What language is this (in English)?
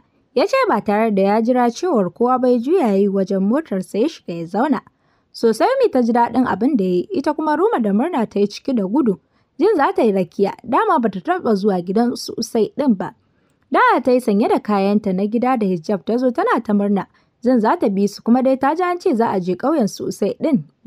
Hausa